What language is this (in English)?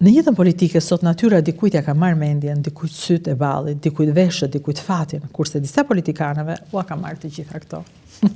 Albanian